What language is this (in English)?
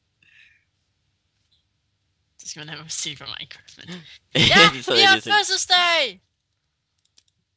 Danish